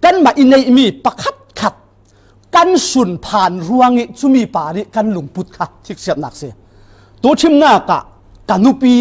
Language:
Falam Chin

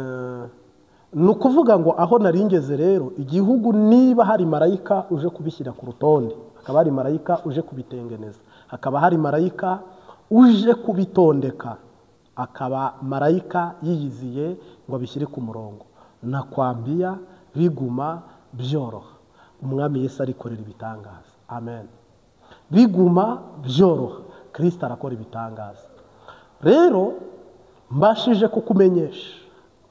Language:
Kinyarwanda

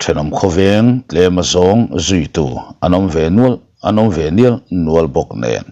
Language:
Mizo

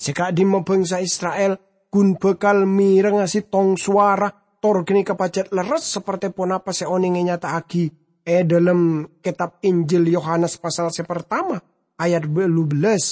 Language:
Madurese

